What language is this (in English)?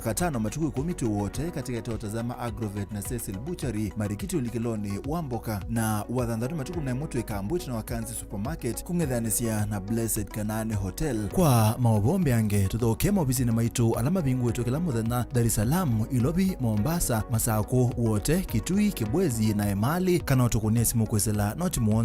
Kamba